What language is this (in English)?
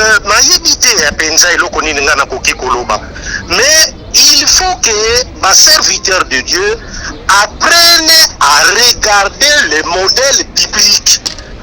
Lingala